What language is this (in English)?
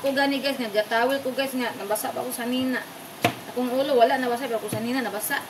Cebuano